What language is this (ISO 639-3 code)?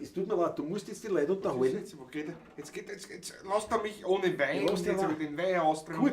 bar